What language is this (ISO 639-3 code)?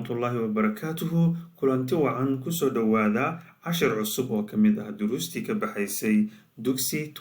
som